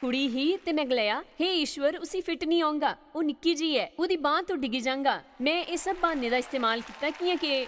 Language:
Dogri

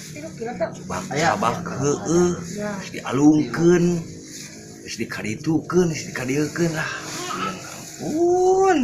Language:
Sundanese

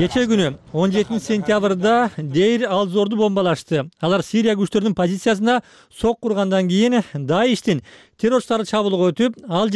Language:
Kyrgyz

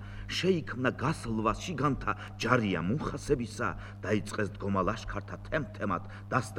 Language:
Georgian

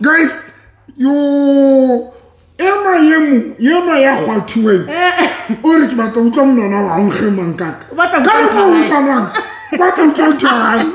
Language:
Southern Sotho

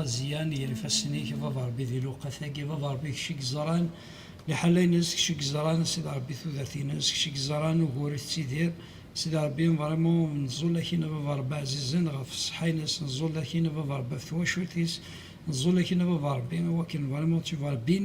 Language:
Kabyle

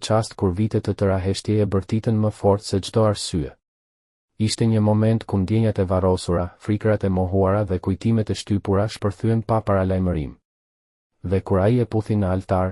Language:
Albanian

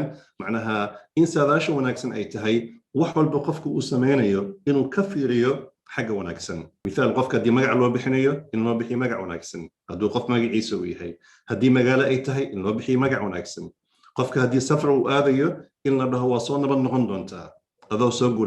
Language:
Somali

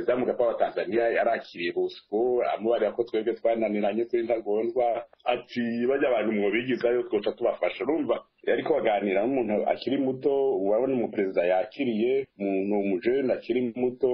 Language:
Rundi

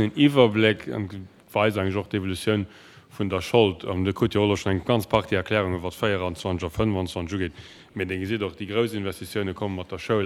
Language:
Luxembourgish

